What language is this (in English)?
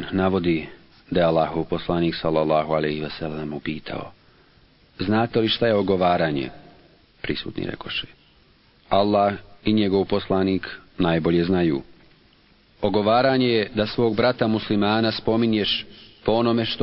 Bosnian